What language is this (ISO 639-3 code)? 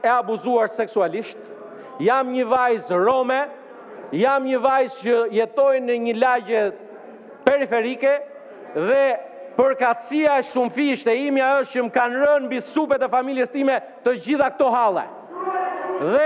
sqi